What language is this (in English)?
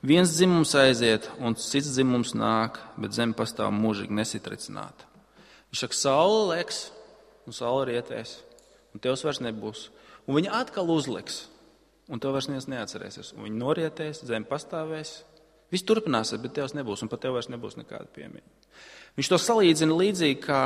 Latvian